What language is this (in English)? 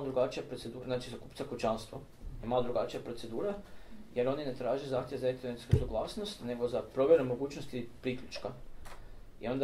Croatian